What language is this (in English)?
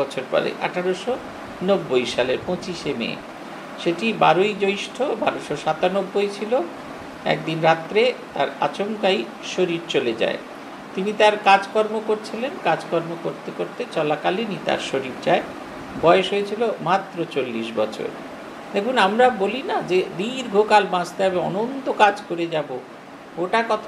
Bangla